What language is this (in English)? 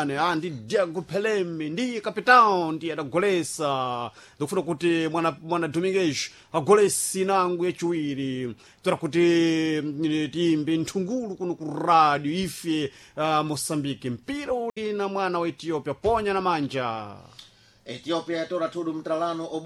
Sena